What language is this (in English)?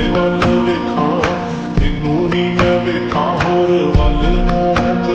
Punjabi